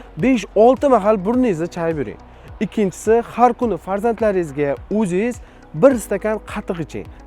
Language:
Uzbek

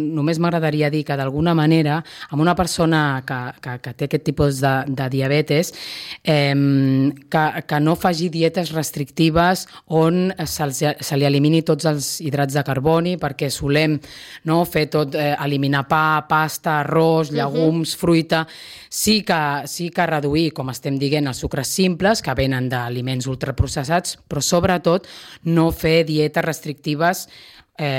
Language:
Catalan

